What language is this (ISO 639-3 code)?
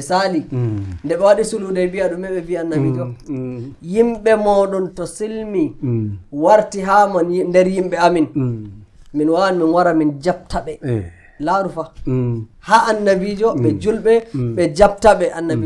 fuv